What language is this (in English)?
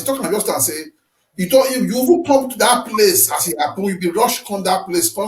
Nigerian Pidgin